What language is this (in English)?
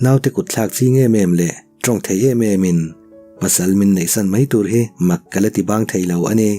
Mizo